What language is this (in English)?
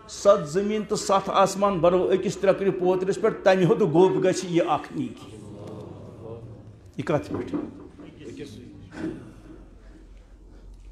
Kashmiri